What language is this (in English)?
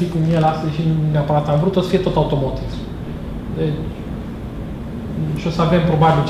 Romanian